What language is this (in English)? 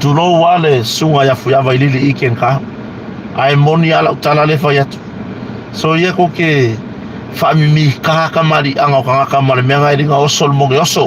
Samoan